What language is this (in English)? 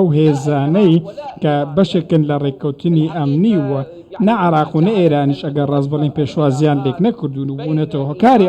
Central Kurdish